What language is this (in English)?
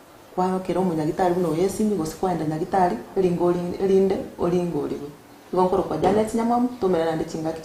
Gusii